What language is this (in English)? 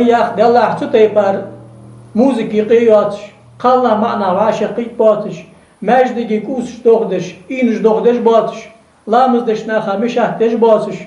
Ingush